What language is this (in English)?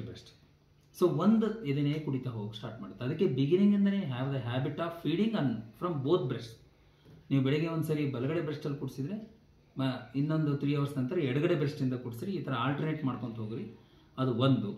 Kannada